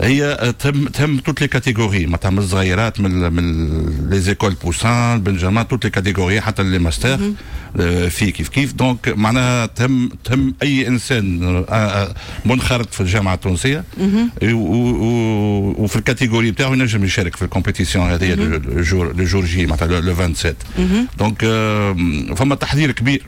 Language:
Tunisian Arabic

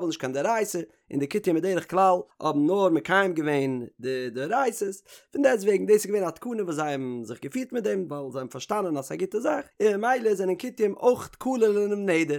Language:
Yiddish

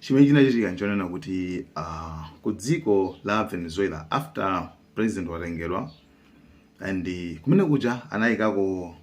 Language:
Nyanja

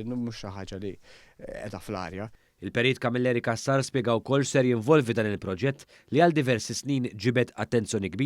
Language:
Maltese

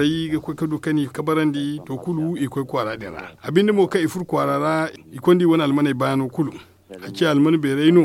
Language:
Zarma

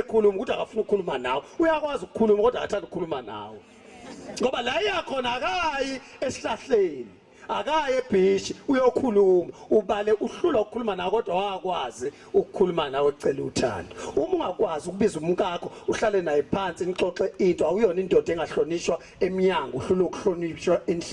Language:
Zulu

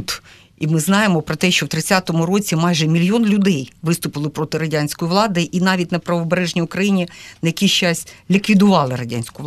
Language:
Ukrainian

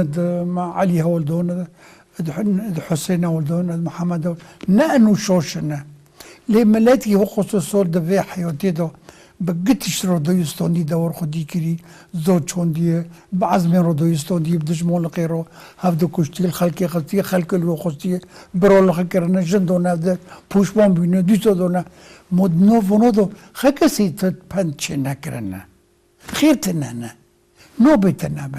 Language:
Kurdish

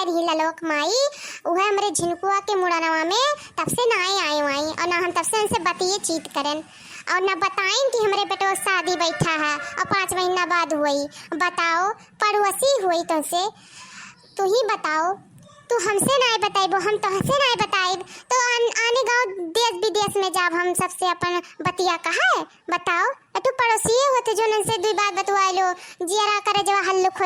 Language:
Awadhi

